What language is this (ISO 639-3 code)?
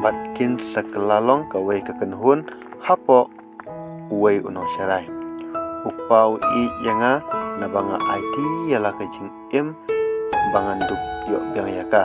kha